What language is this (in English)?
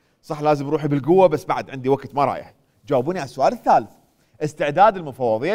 Mesopotamian Arabic